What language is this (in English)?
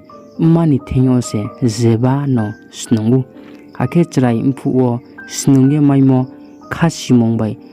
Riang (India)